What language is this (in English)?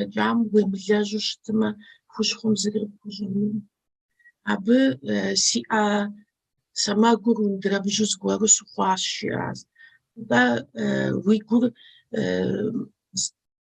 Kabardian